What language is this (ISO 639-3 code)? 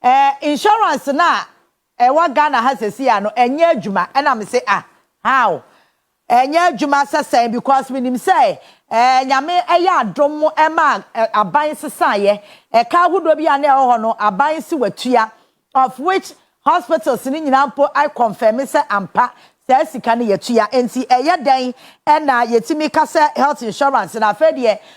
aka